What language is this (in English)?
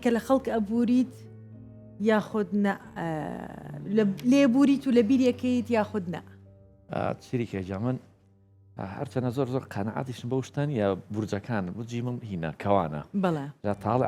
Central Kurdish